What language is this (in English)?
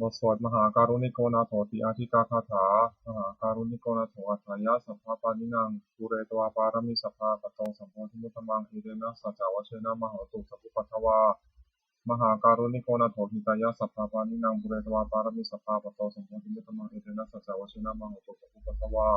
Pali